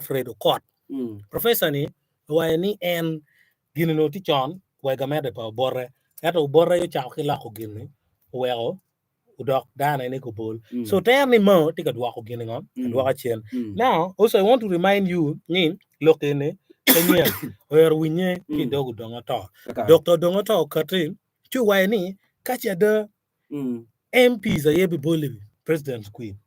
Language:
Acoli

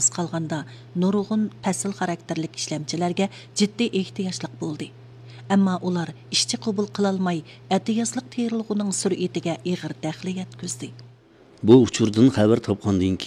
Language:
Uyghur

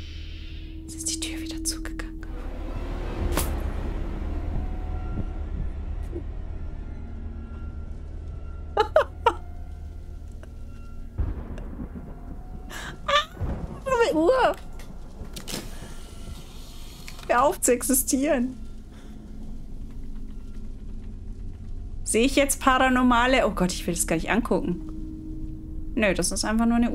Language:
German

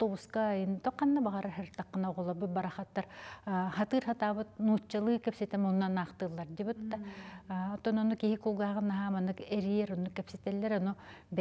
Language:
Yakut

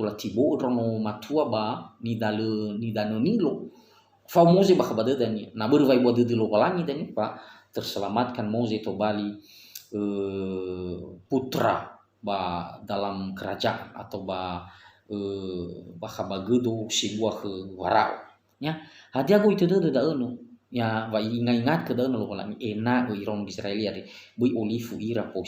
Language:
Nias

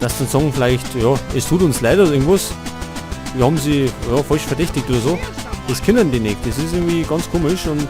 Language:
Bavarian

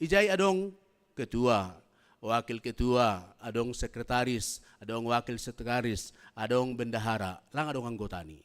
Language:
Batak Simalungun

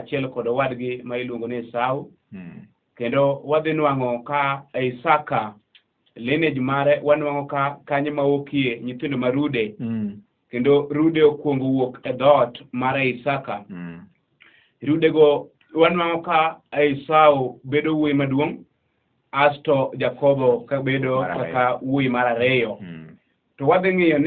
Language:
Luo (Kenya and Tanzania)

